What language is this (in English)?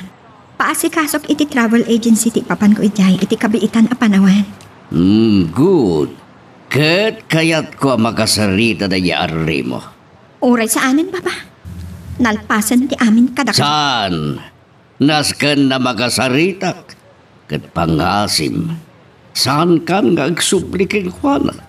Iloko